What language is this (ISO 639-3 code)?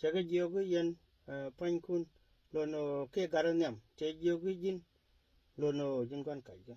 nus